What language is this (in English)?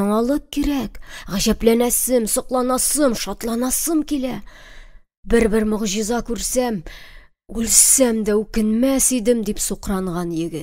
Tatar